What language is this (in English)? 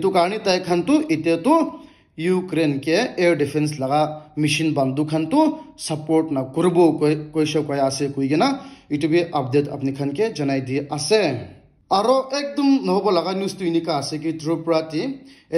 Naga Pidgin